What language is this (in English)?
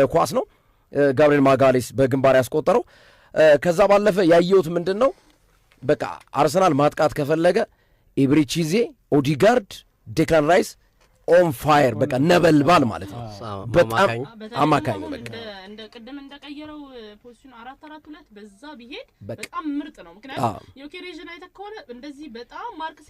Amharic